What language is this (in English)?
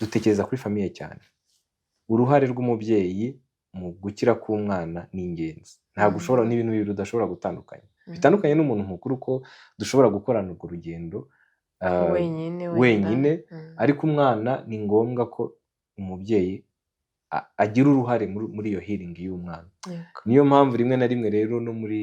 Kinyarwanda